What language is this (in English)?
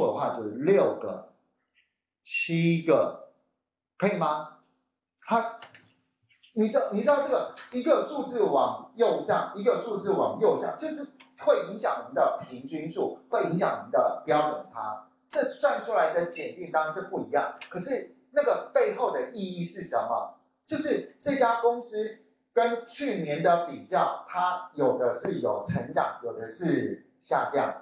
Chinese